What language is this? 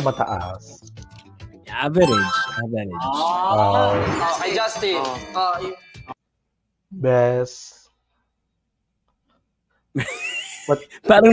Filipino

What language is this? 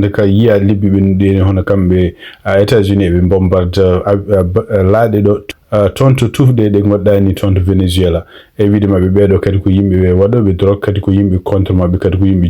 Fula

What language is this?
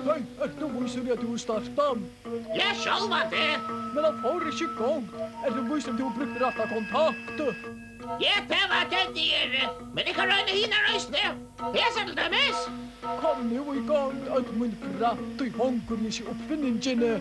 Faroese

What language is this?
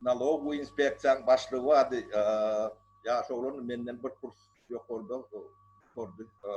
Turkmen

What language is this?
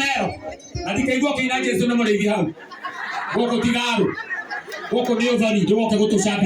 Kikuyu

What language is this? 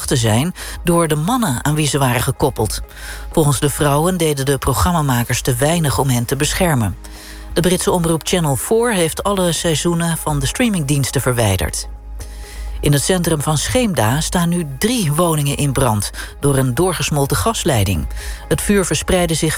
Dutch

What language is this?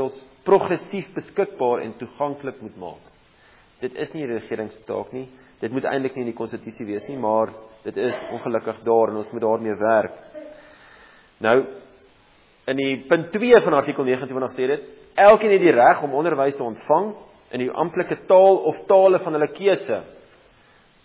Afrikaans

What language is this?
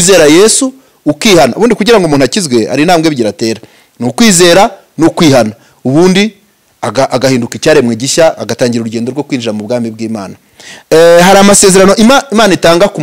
Kinyarwanda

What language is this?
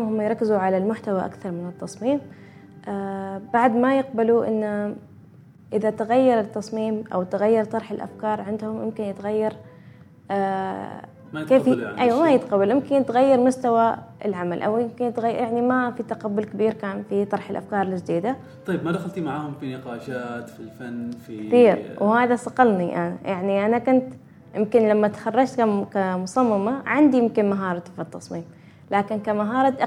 Gulf Arabic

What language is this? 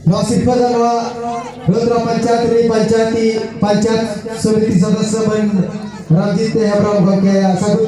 Santali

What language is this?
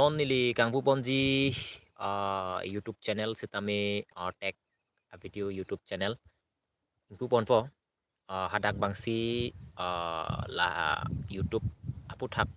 Karbi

